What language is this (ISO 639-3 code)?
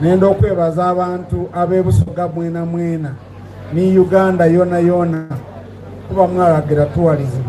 xog